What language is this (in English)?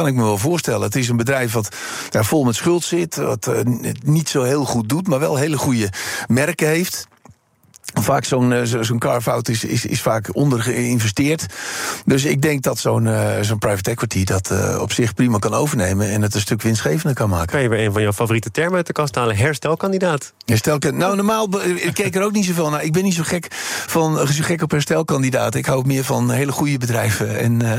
Dutch